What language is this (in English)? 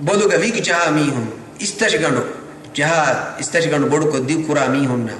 Divehi